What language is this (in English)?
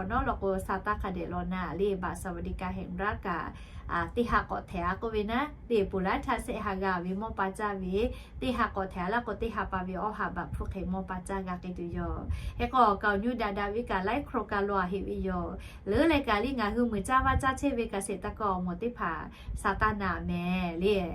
Lahu